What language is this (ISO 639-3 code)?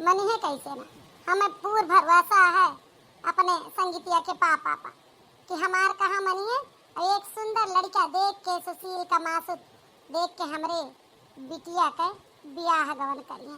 awa